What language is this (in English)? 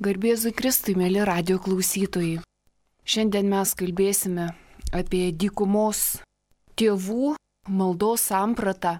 Lithuanian